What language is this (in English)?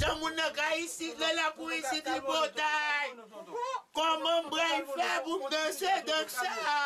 Haitian Creole